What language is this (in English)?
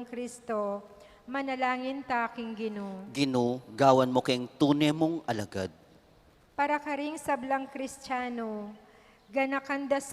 Pampanga